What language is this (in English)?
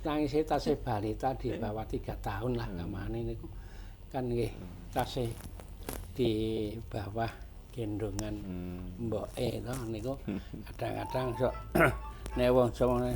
Javanese